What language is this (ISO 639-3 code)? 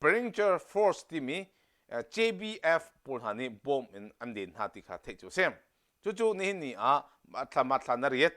cnh